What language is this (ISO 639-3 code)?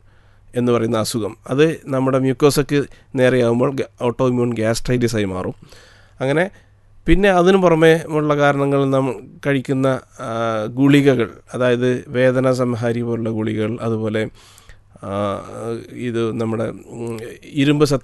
mal